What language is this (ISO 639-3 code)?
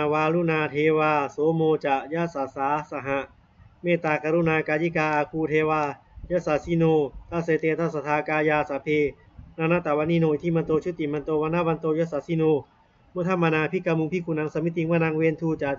pli